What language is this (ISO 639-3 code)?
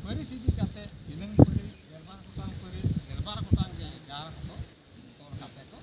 sat